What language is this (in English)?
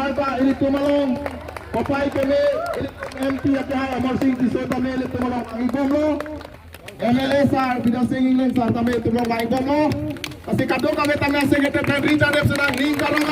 Karbi